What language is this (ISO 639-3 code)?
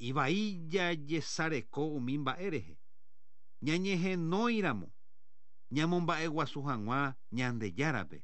grn